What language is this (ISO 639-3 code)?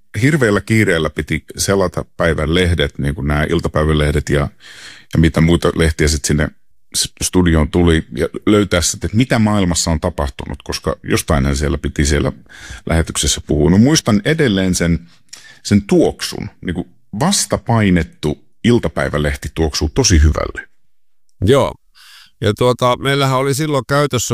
fin